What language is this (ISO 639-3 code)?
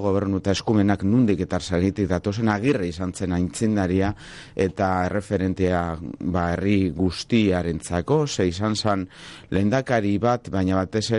eus